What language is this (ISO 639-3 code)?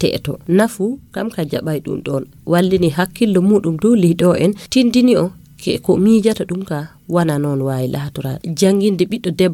ful